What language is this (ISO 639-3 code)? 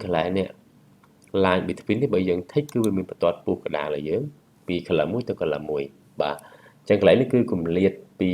khm